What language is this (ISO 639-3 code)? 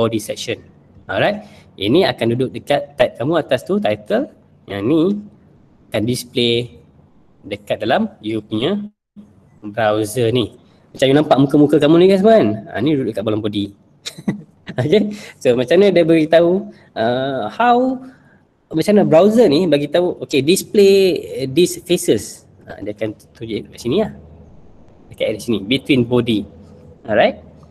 msa